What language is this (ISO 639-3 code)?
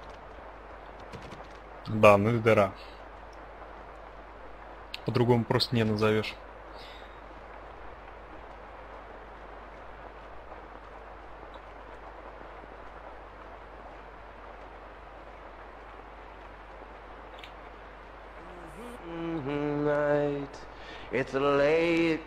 rus